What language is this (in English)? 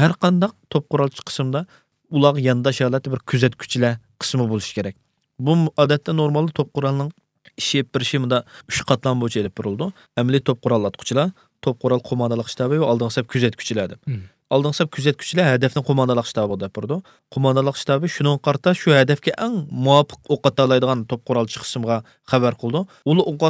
Uyghur